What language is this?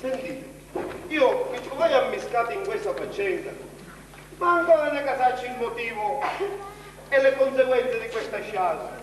Sicilian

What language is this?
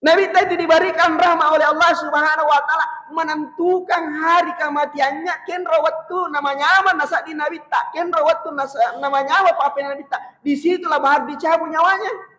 Buginese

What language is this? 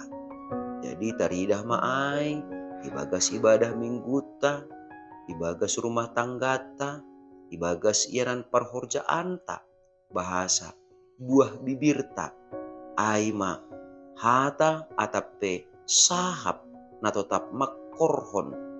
Batak Simalungun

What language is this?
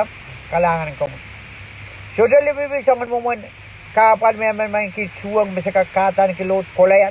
Pohnpeian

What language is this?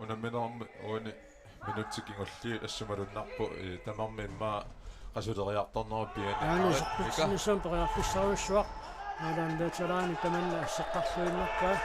Kalaallisut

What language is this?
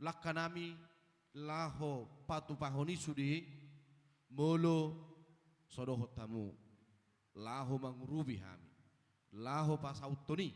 Batak Toba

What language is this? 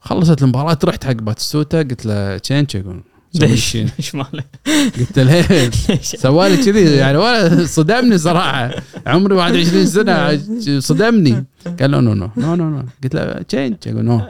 Gulf Arabic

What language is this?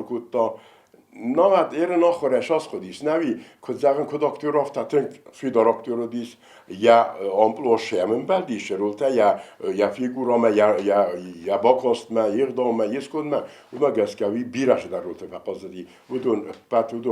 Ossetic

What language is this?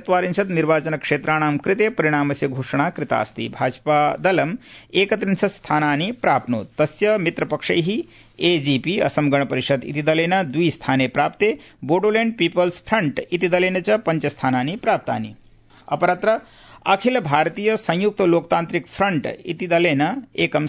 Sanskrit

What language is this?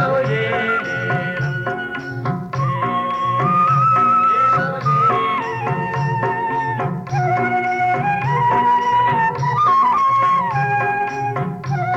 Malayalam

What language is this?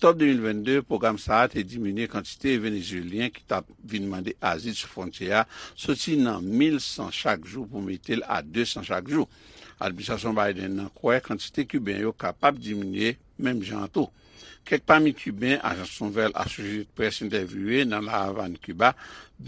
Haitian Creole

